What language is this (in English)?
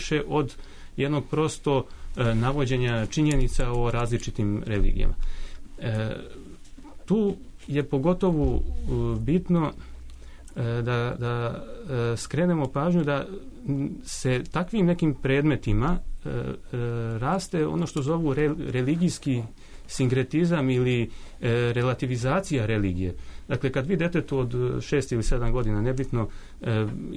Serbian